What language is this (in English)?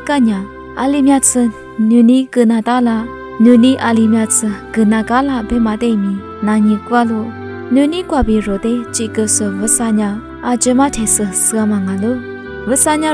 Lisu